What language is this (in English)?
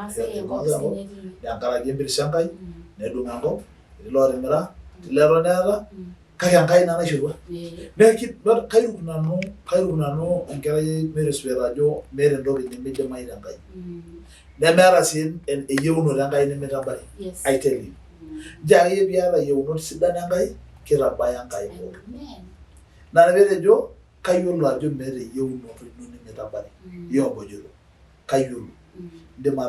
Masai